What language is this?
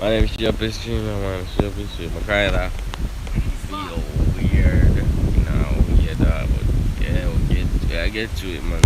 Jamaican Creole English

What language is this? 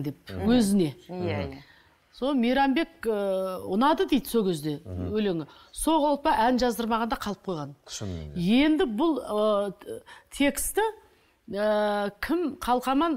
Kazakh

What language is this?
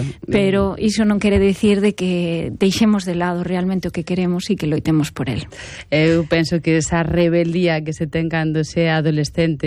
Galician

